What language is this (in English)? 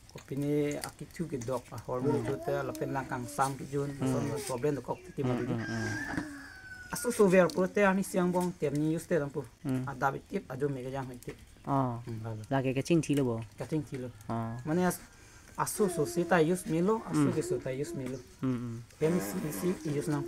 Karbi